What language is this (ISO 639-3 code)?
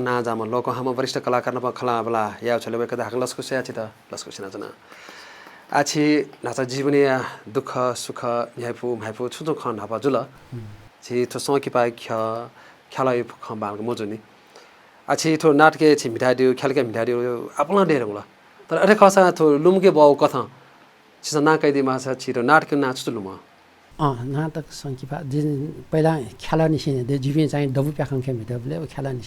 new